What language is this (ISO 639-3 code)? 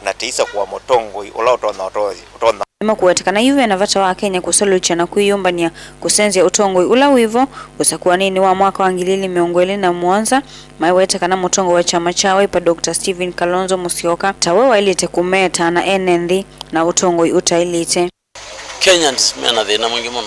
kam